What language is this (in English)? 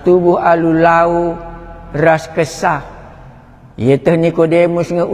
Batak Karo